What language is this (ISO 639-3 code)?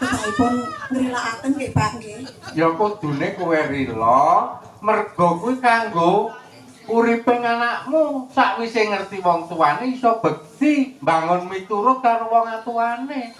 jav